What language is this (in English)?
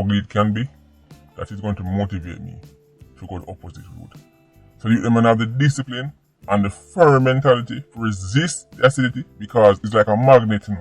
Jamaican Creole English